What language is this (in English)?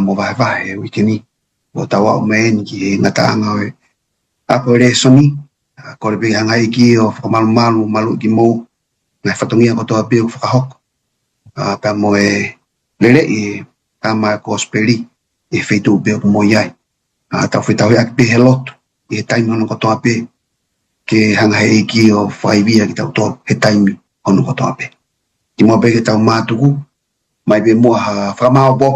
Tongan